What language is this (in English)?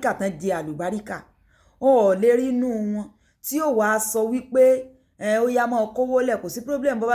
Yoruba